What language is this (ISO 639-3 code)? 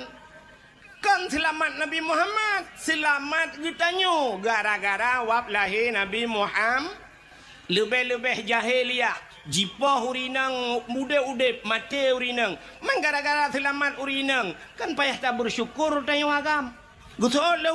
ace